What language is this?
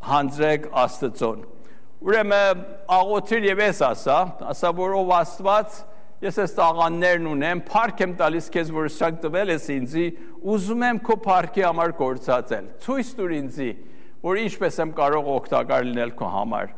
Armenian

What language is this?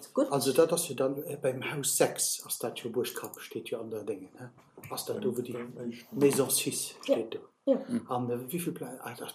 Luxembourgish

